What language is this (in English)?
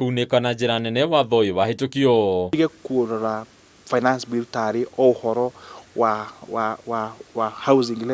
Kikuyu